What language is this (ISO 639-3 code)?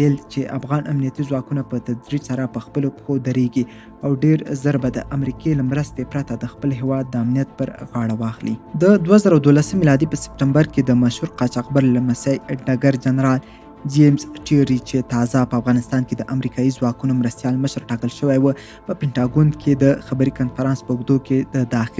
pus